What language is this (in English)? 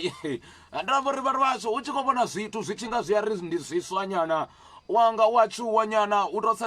Venda